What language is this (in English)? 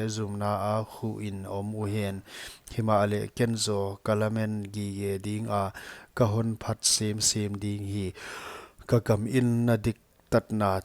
Paite Chin